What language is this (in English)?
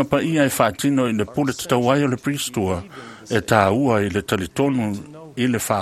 Samoan